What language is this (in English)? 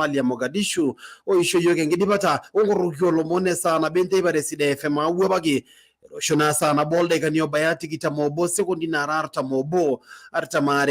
Masai